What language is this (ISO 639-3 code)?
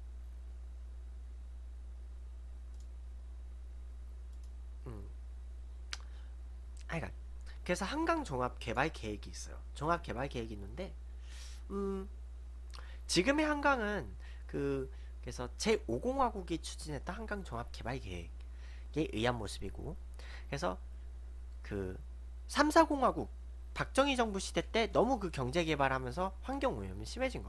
kor